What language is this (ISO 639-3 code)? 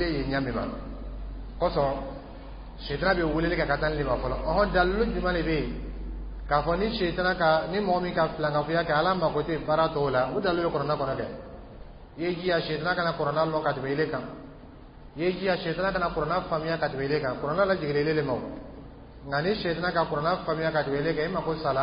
dyu